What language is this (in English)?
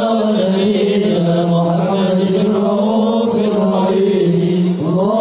Arabic